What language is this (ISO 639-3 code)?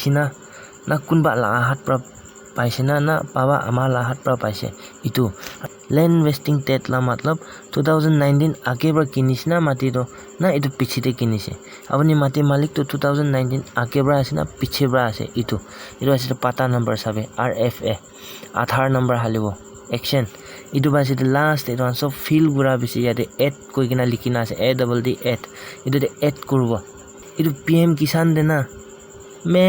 nag